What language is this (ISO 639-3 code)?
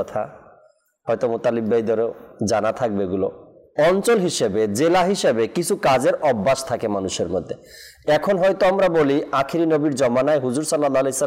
ben